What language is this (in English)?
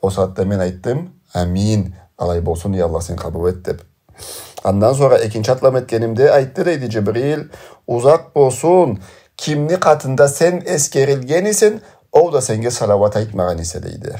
Karachay-Balkar